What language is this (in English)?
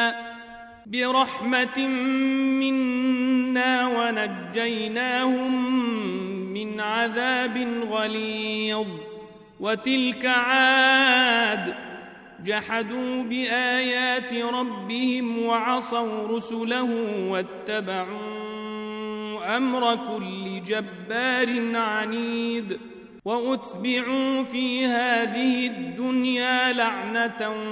Arabic